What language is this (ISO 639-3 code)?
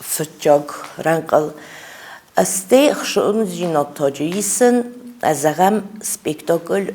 oss